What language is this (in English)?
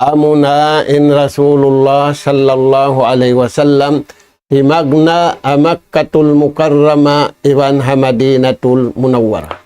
Tausug